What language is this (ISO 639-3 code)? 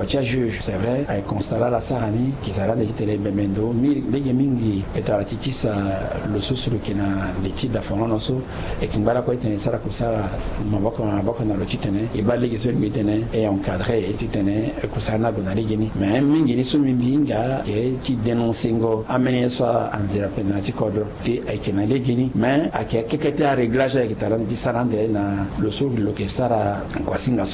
sag